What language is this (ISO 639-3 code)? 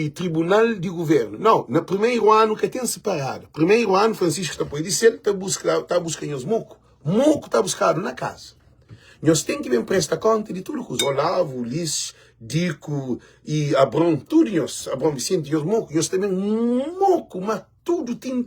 kea